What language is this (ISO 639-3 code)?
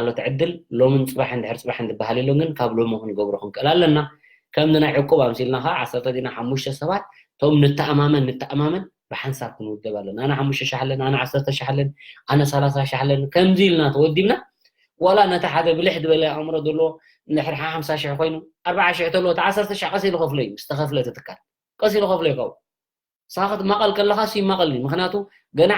tir